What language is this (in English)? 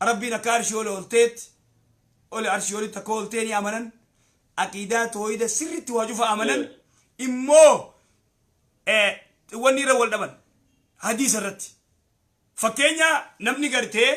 Oromo